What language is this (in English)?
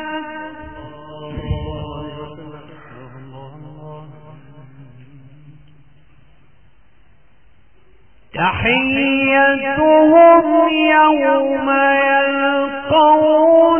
Arabic